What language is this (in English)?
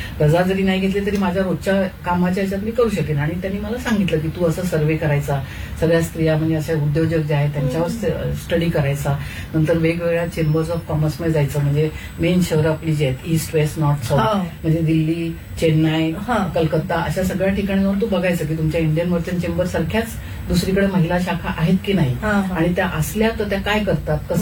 Marathi